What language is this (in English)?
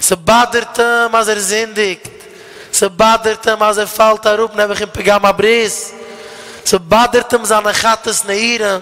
Yiddish